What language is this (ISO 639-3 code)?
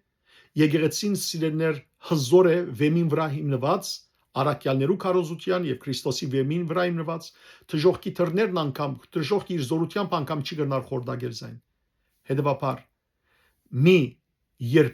hyw